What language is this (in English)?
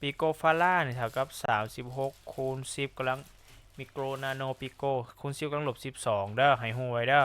Lao